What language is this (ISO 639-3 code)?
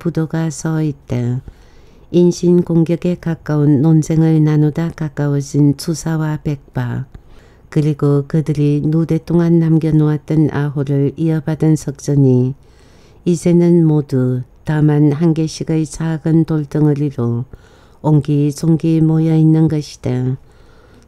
kor